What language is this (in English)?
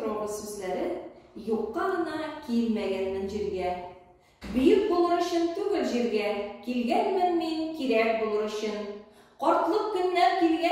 Tatar